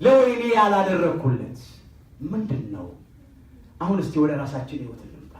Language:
Amharic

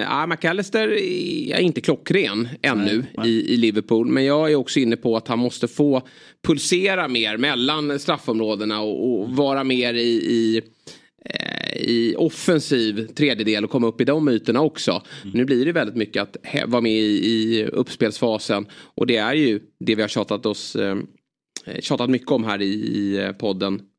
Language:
Swedish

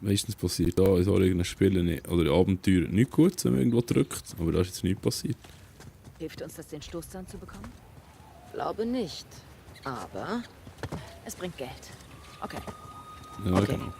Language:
Swiss German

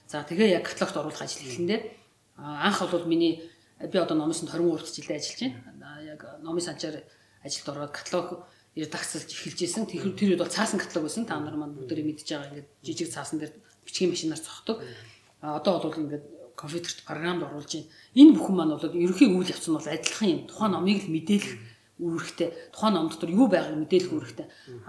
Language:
Mongolian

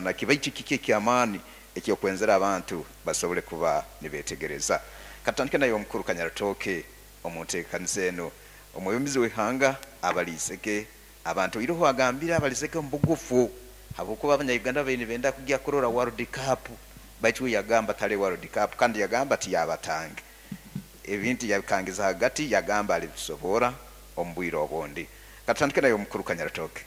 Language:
Nyoro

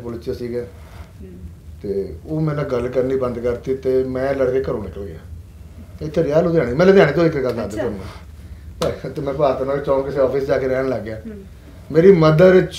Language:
Punjabi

